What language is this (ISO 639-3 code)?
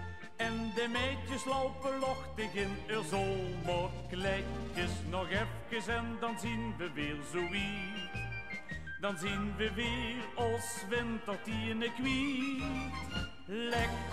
lim